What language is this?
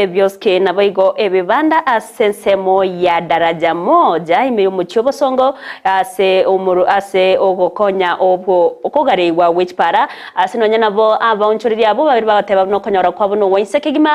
Gusii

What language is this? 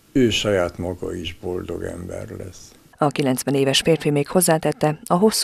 Hungarian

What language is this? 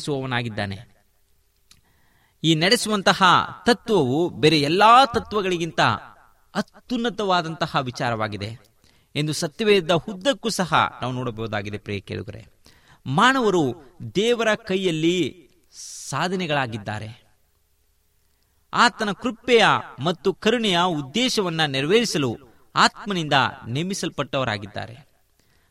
Kannada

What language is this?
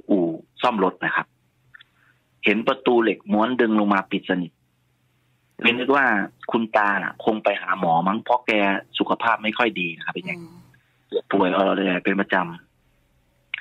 Thai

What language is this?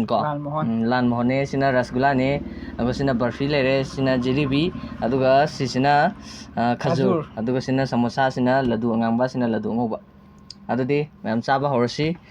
Manipuri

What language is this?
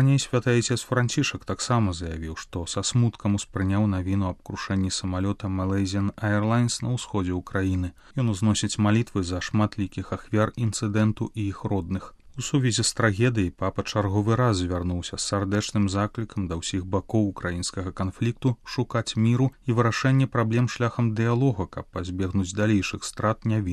Belarusian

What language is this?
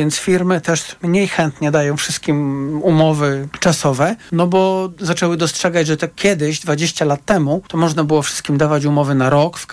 Polish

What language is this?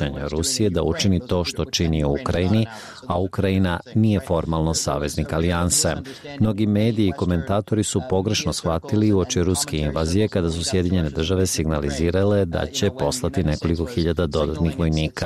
Serbian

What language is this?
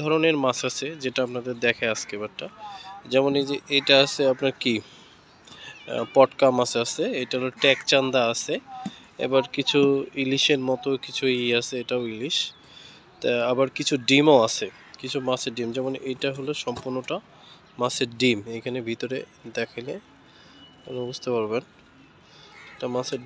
Bangla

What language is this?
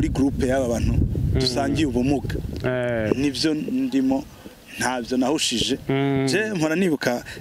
Rundi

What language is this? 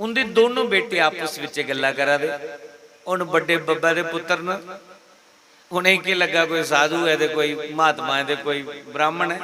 Dogri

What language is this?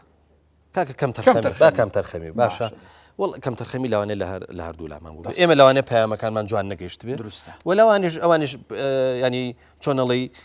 Central Kurdish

